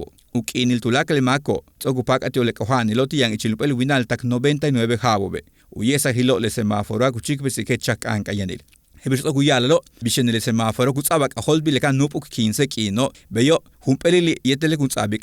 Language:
Yucateco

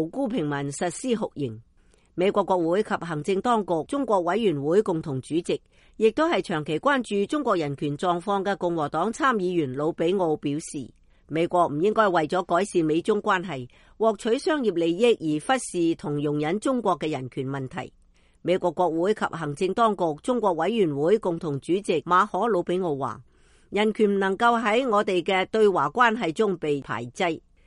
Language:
Cantonese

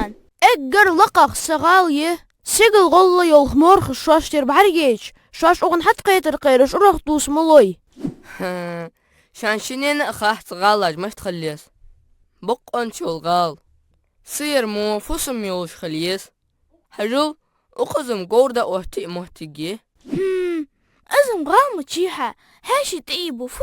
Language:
Ingush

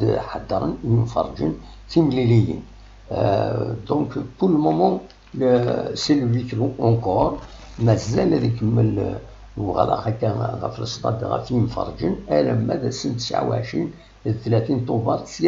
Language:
Kabyle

